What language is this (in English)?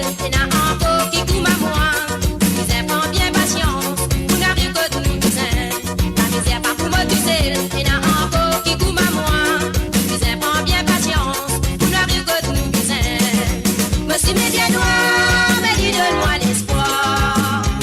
Morisyen